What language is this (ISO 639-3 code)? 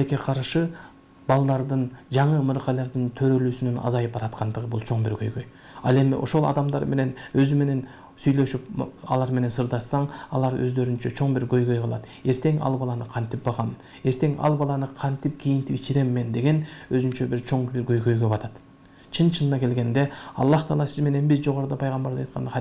kir